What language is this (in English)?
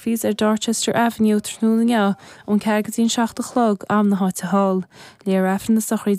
Irish